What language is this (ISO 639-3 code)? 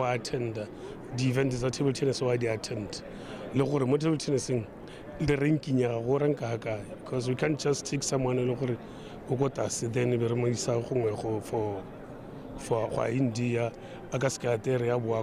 tsn